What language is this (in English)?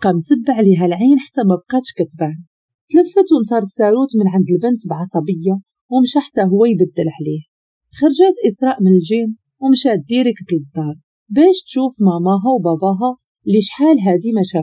Moroccan Arabic